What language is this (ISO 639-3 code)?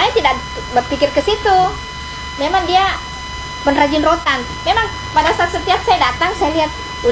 ind